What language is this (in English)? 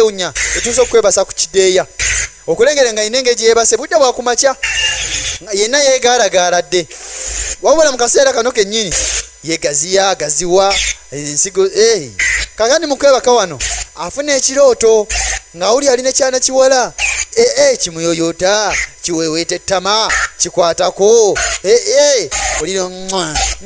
Ganda